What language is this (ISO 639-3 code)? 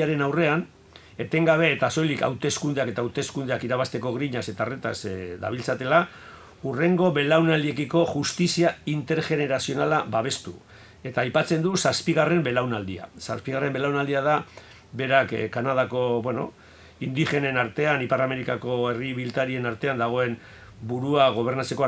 eus